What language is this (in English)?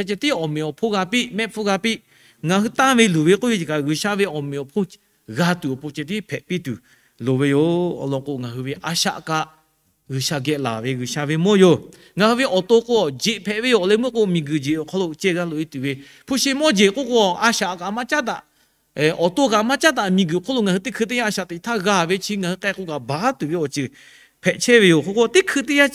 Lahu